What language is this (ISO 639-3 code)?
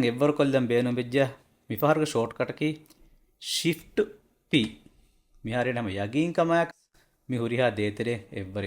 div